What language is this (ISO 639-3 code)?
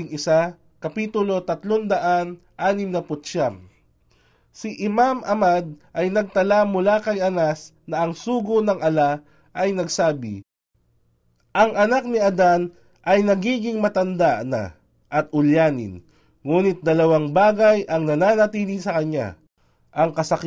fil